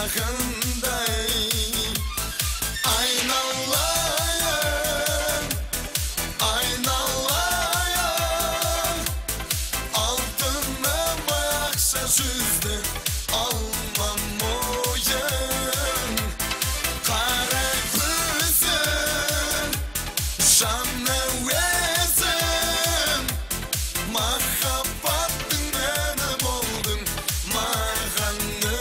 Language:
Kazakh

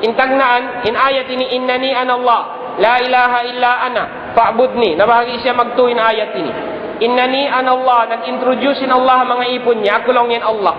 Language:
Tausug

